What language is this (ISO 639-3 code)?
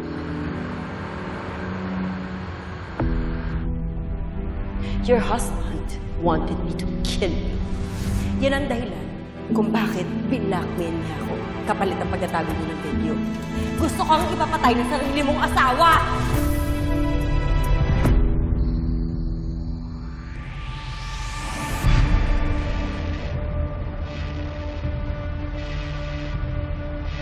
fil